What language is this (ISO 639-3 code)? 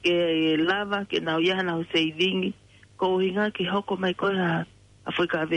ton